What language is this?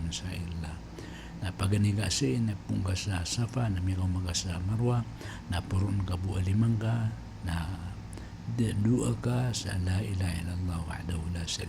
Maranao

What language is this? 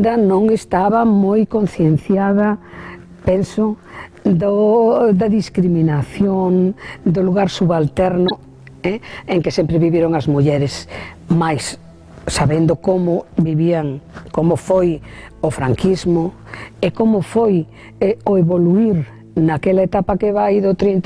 Galician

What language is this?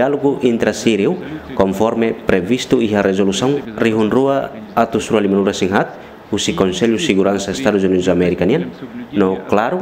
Tetum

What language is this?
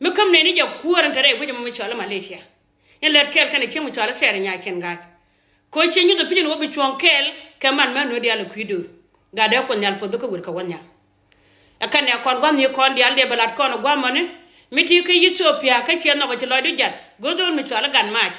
Nuer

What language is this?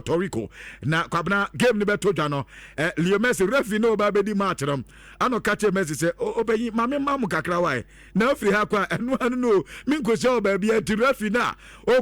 Akan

